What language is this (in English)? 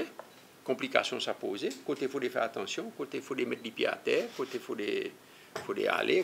Seselwa Creole French